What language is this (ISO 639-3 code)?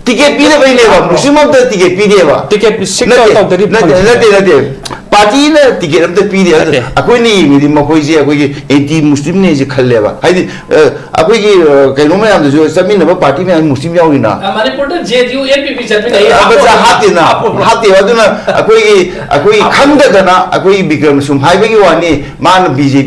mni